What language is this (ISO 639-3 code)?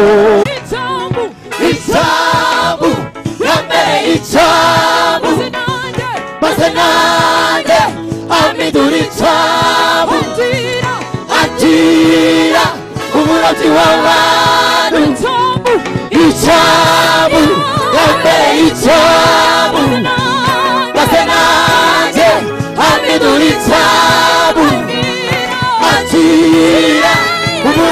kin